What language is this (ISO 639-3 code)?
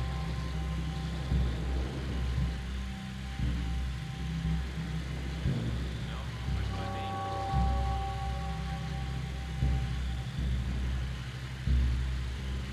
eng